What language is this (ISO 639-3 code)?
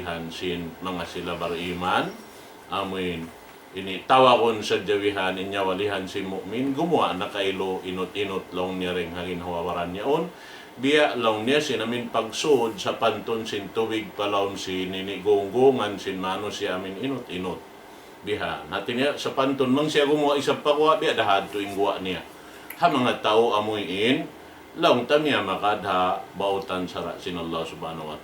tsg